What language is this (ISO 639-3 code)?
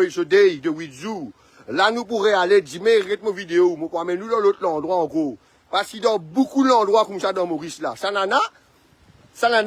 mfe